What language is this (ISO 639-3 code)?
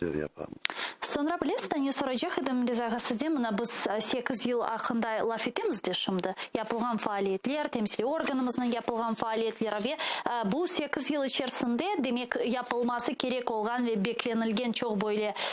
crh